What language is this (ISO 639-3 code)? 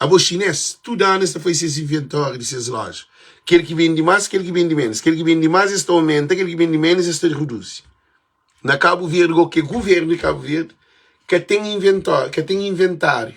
kea